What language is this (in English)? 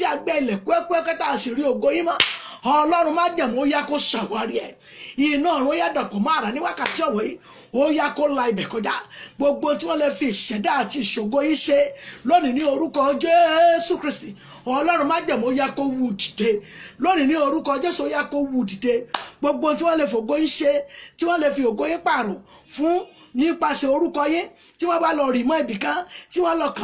Yoruba